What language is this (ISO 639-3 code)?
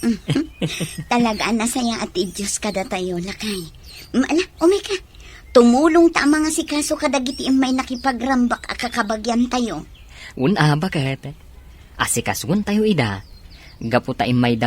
ilo